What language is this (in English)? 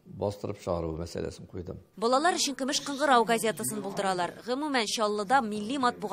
Tatar